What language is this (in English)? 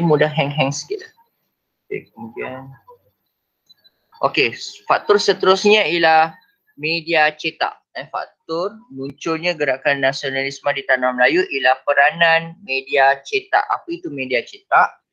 Malay